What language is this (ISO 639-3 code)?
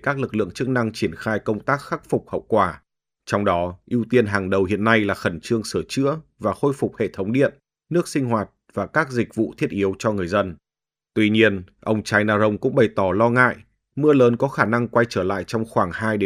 vie